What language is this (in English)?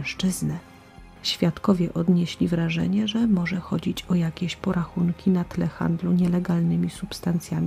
Polish